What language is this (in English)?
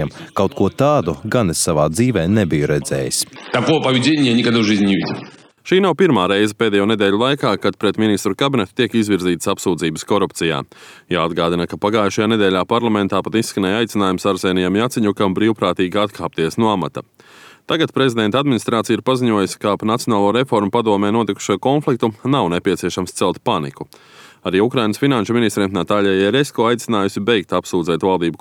Latvian